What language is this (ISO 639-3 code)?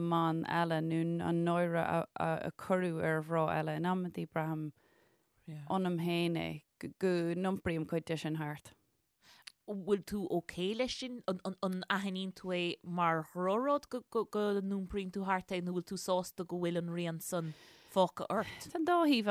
gle